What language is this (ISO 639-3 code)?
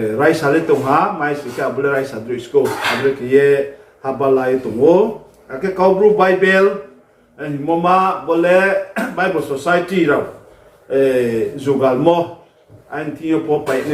ria